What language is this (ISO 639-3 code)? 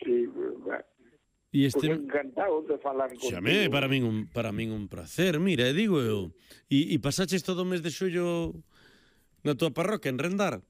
glg